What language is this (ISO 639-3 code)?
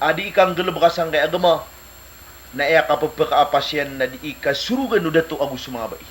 mrw